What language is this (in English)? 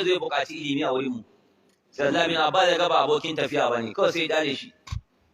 Hausa